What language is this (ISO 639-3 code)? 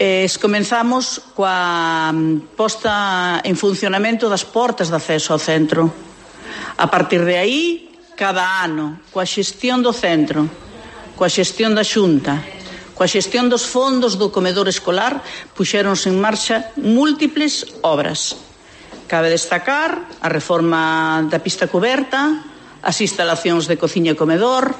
glg